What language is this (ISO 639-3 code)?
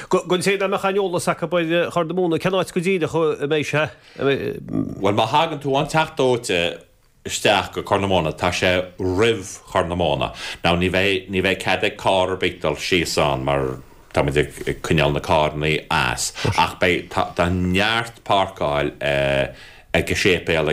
gle